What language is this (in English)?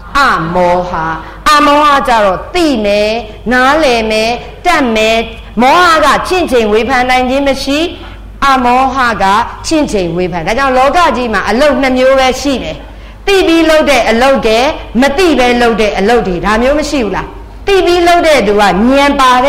Burmese